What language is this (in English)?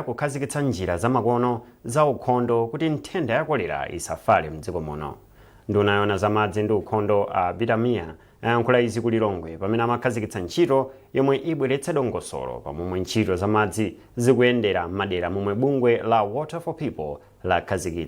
Nyanja